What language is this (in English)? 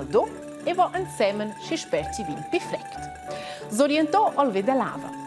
Romansh